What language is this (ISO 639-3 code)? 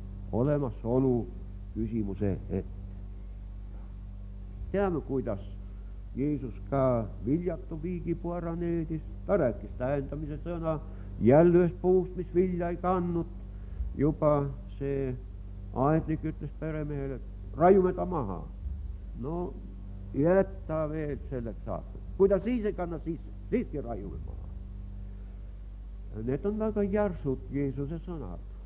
est